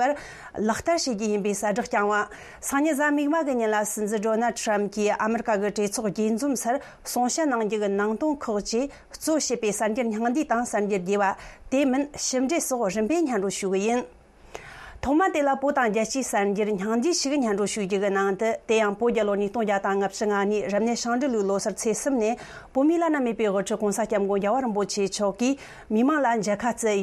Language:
Tibetan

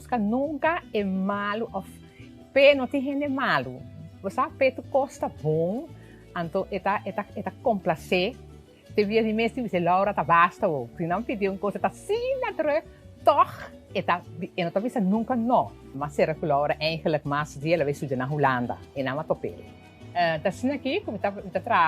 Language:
Papiamento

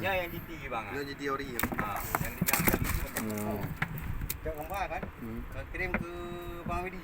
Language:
Achinese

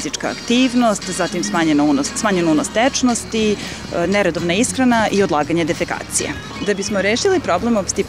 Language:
Serbian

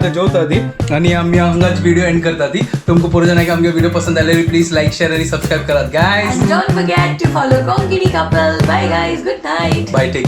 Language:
Konkani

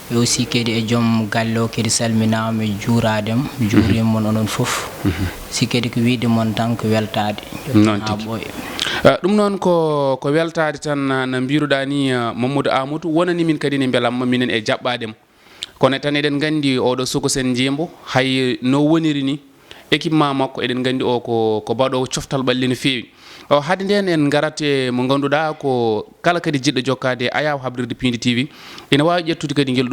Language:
Fula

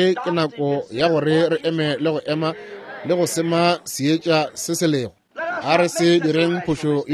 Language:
Northern Sotho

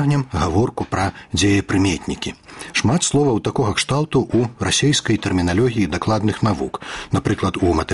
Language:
Belarusian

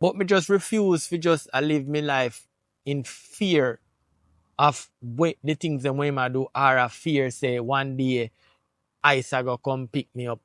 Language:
Jamaican Creole English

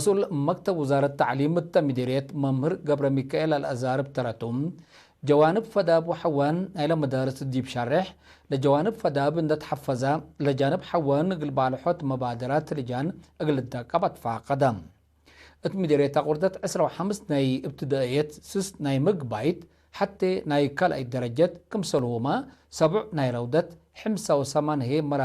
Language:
Tigre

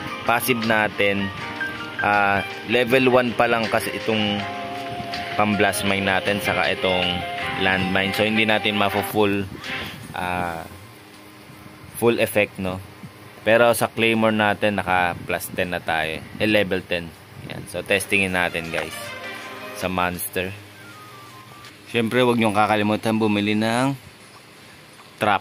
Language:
Filipino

